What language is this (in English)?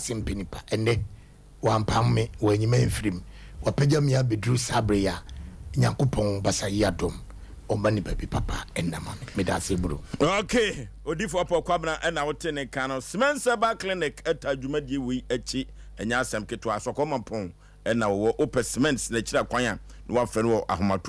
Akan